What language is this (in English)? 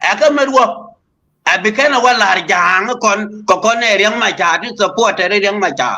Nuer